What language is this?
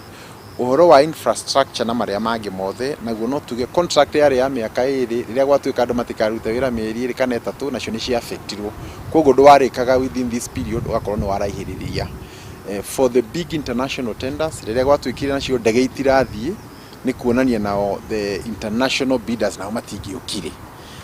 Kikuyu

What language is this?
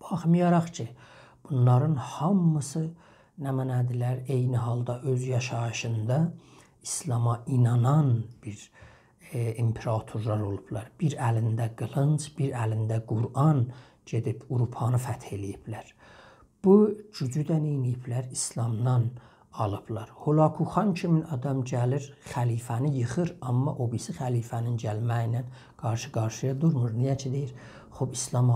South Azerbaijani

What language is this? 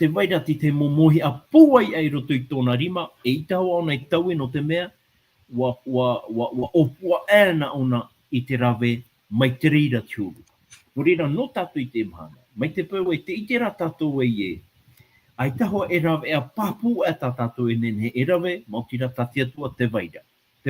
Tahitian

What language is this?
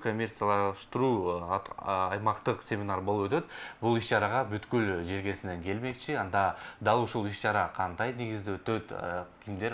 Kyrgyz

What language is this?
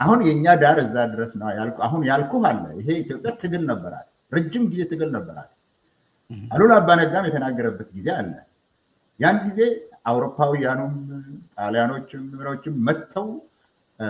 Amharic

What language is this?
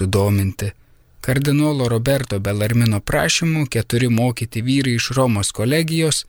Lithuanian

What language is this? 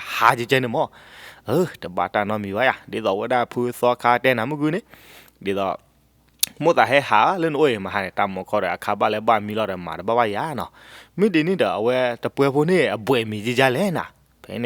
S'gaw Karen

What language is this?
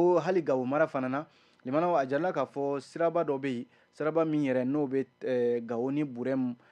Bambara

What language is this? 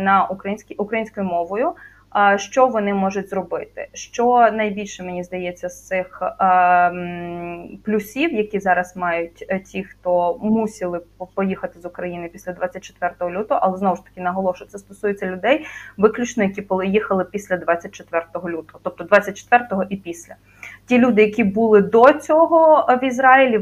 Ukrainian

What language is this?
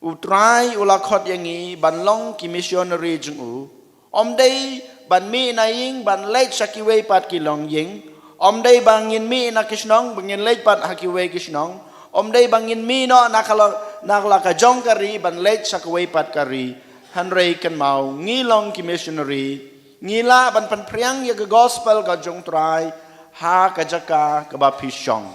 Khasi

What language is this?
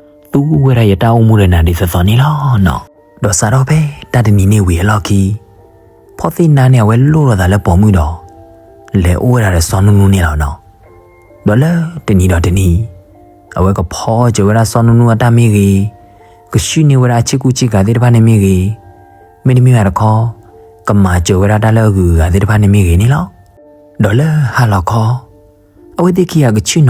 S'gaw Karen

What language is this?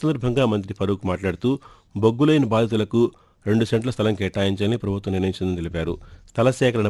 Telugu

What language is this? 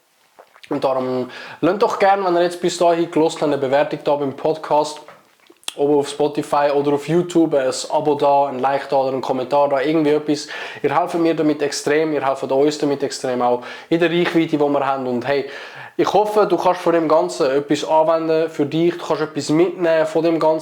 Swiss German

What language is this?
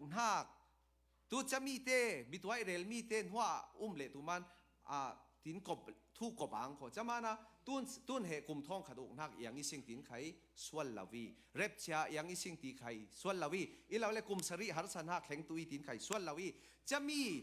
Falam Chin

